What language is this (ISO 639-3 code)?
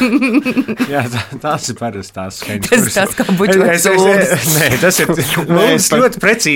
lav